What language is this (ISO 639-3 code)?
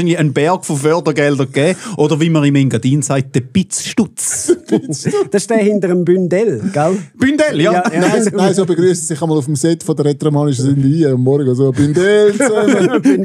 gsw